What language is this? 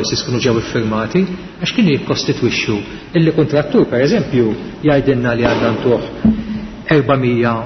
Maltese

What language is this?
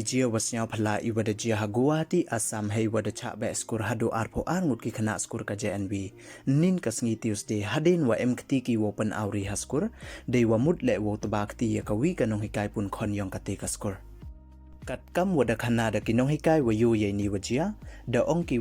Pnar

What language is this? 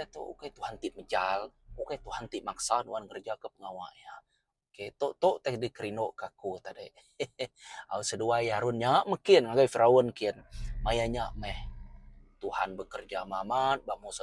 Iban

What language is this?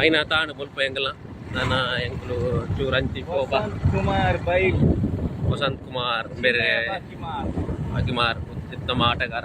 Tulu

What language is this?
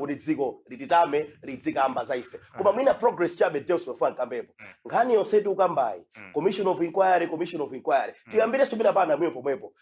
Nyanja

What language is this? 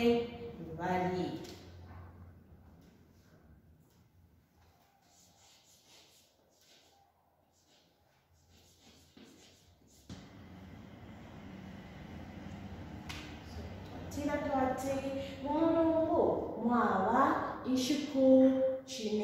Bemba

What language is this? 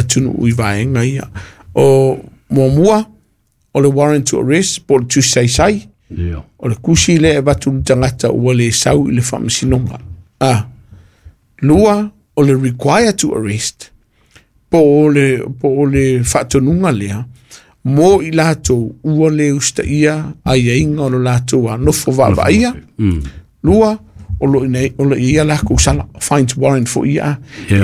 Samoan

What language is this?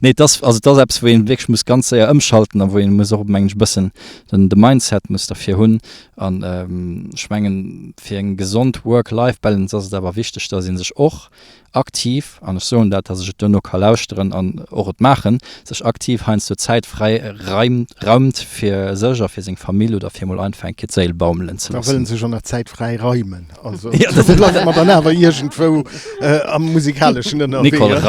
Luxembourgish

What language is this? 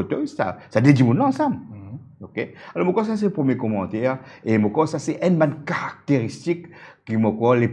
Morisyen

